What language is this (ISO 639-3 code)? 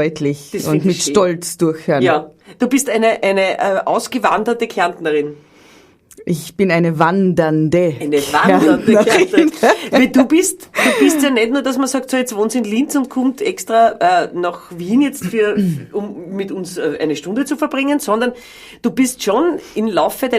bar